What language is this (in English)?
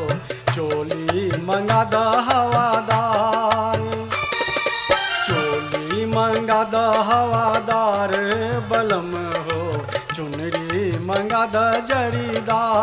Bhojpuri